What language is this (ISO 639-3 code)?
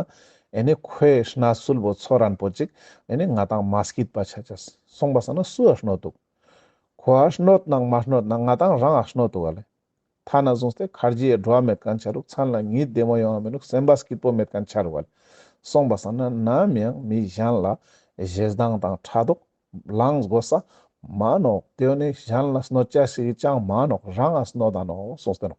lbj